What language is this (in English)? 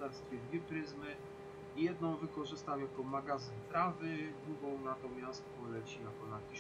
Polish